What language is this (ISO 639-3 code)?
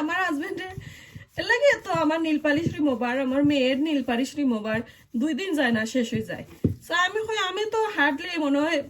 syl